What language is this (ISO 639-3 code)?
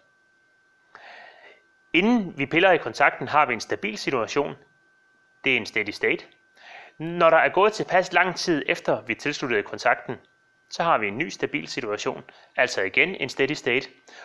dan